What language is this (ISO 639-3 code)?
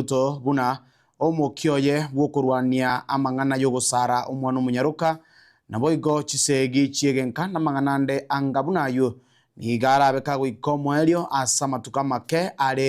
guz